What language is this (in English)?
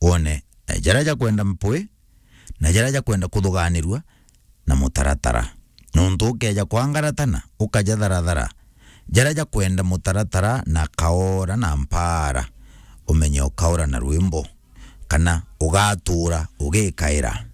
Meru